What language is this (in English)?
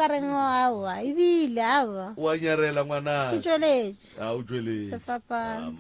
Northern Sotho